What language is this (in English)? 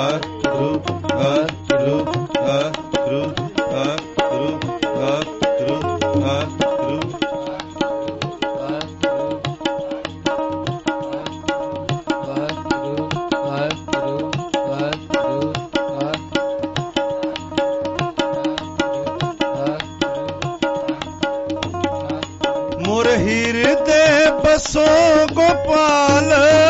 Punjabi